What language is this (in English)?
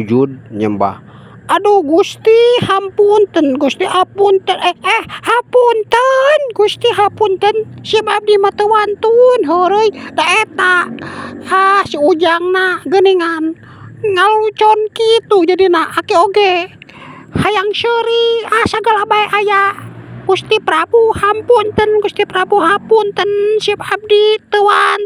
Sundanese